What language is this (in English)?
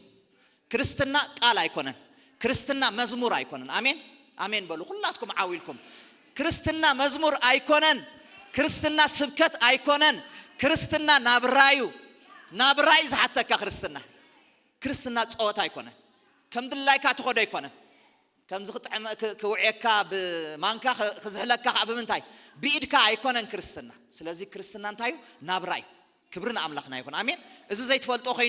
Tigrinya